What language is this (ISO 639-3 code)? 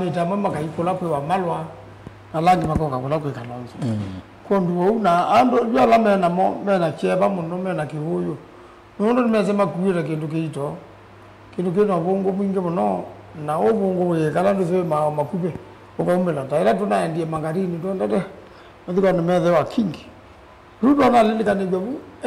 kam